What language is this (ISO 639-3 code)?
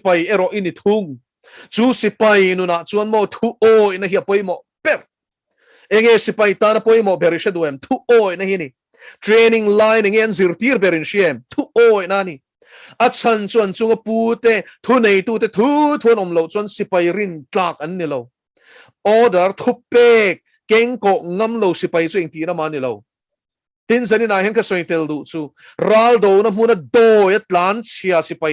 lus